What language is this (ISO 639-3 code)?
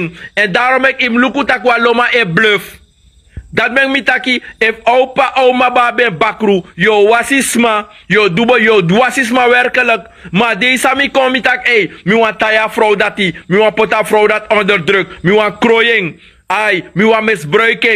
srn